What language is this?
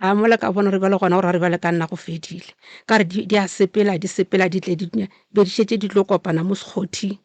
Northern Sotho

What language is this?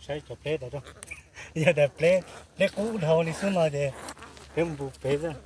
Hmong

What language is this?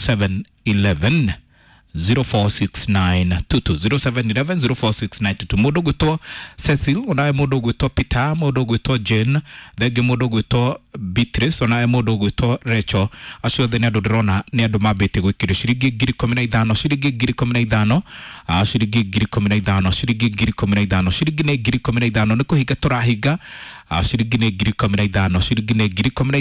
Kikuyu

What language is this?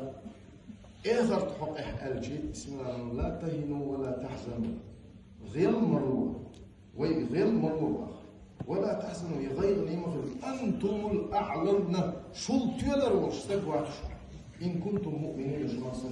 Chechen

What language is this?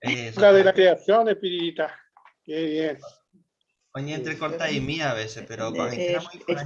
Guarani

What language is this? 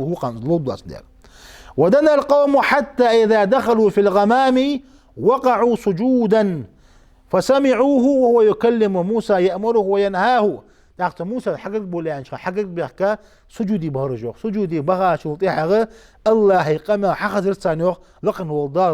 Ingush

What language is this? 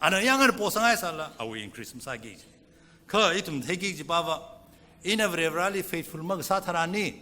Tangkhul Naga (India)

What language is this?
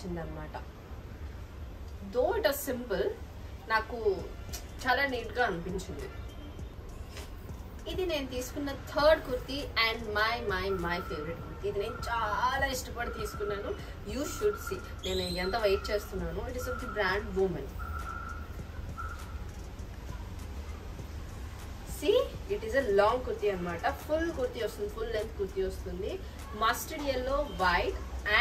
Telugu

